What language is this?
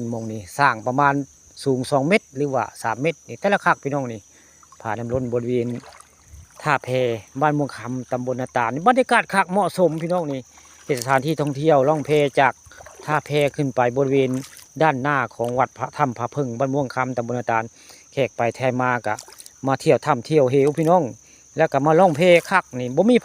Northeastern Thai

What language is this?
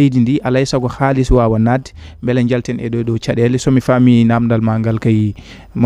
Fula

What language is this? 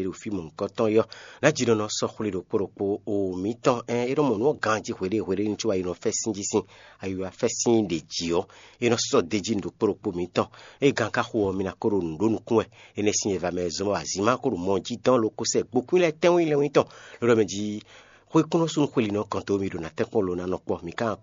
Fon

